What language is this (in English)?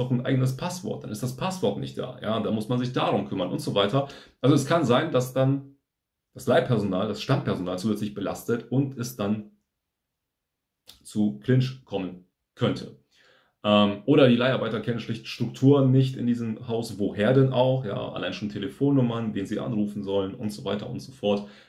German